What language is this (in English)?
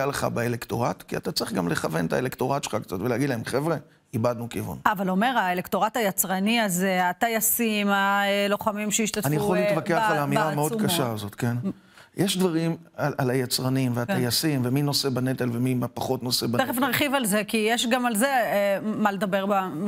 Hebrew